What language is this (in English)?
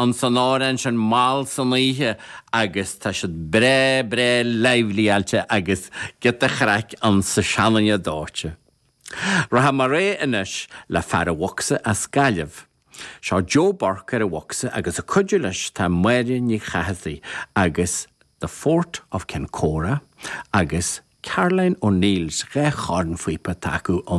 Irish